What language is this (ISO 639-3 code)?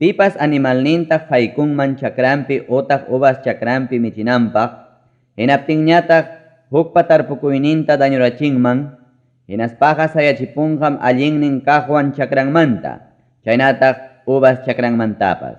quy